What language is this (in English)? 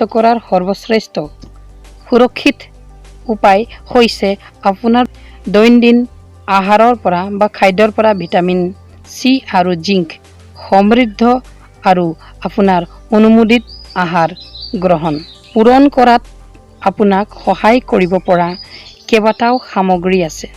Assamese